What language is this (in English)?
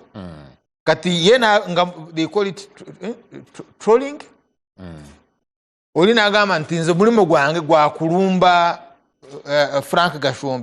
Ganda